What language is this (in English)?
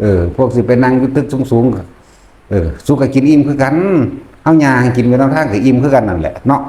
Northeastern Thai